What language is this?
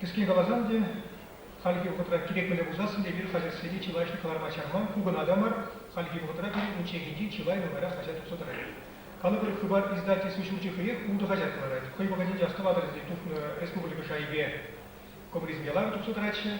Chuvash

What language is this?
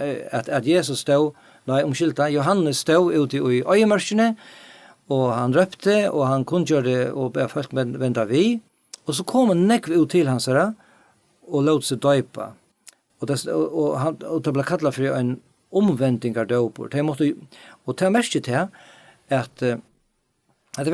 Faroese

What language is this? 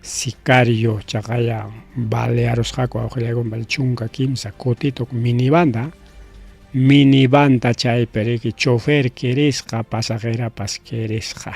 Ayacucho Quechua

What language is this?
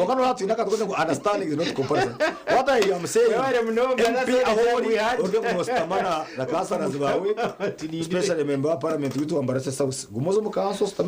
Nyankole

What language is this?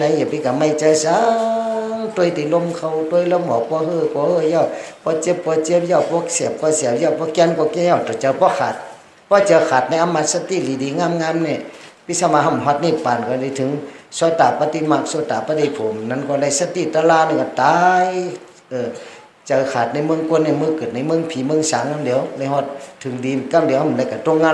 Shan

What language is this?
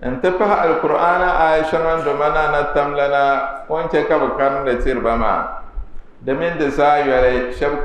Dagbani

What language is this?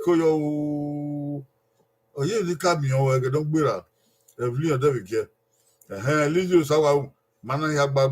Bini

